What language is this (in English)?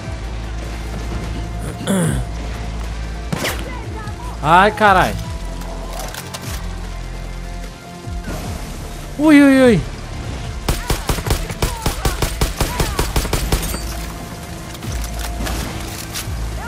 Portuguese